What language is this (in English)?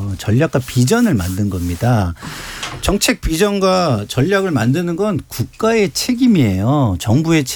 Korean